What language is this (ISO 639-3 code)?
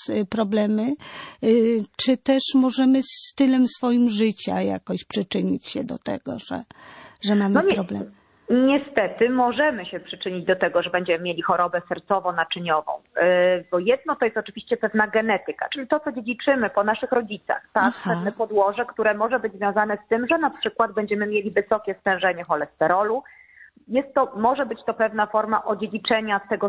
pol